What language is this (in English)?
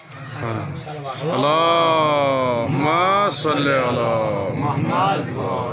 Kashmiri